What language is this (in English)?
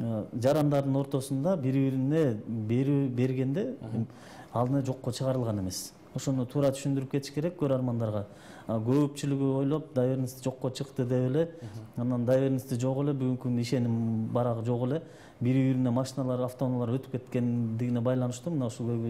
Kyrgyz